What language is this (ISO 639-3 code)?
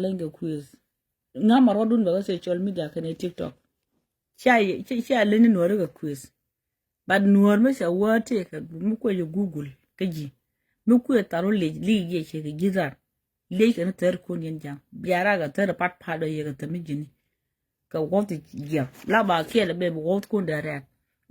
nus